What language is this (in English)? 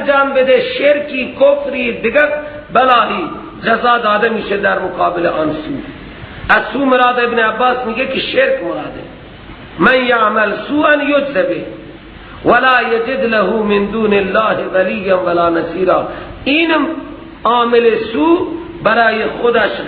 Persian